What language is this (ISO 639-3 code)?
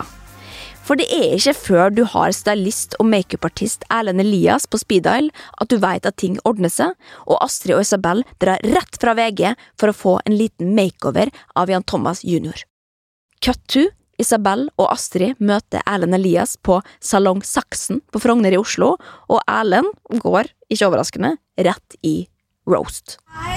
nor